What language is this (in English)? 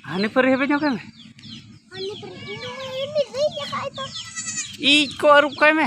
Santali